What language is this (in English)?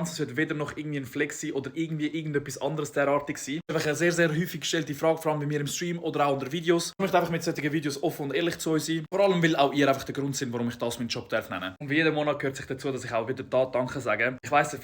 Swiss German